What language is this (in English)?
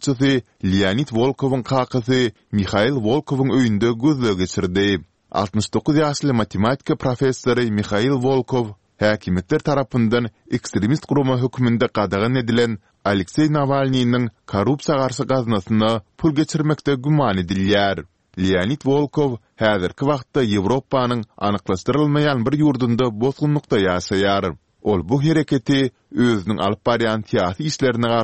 Turkmen